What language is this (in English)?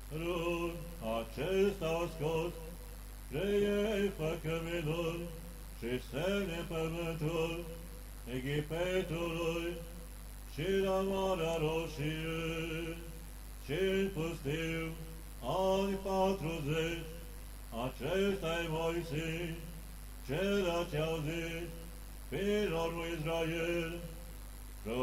Romanian